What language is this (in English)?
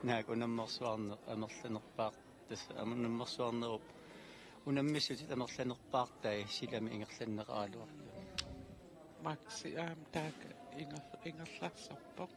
Kalaallisut